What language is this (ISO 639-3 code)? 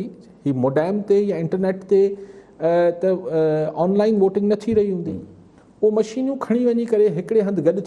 snd